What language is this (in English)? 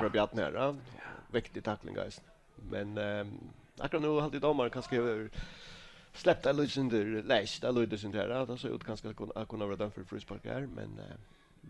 Faroese